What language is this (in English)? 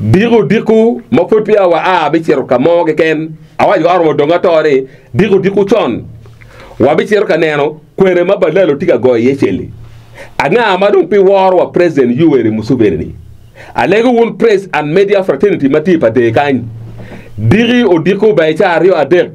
Acoli